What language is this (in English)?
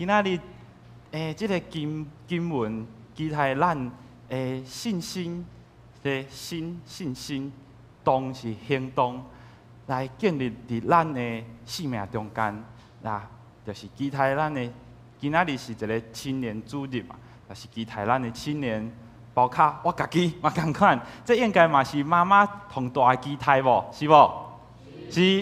Min Nan Chinese